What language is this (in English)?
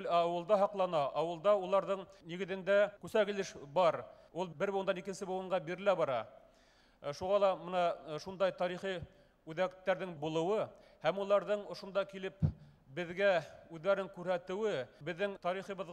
Bashkir